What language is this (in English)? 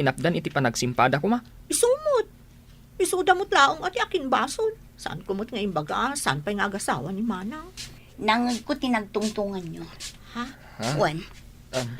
Iloko